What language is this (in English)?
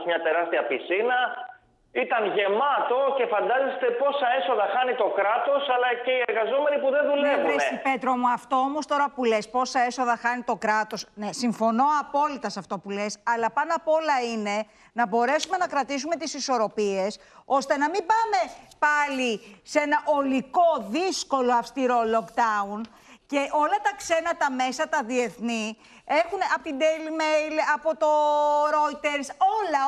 Greek